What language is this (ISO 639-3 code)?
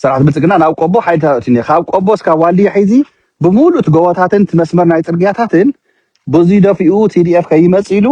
tir